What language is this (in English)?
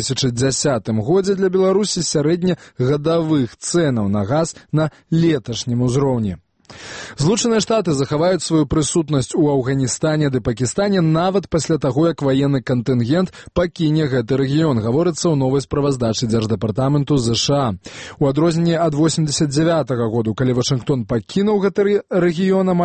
Belarusian